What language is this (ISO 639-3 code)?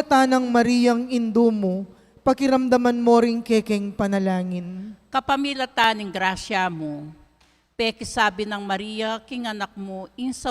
pam